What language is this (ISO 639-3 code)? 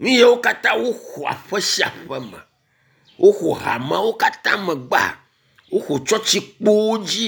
ewe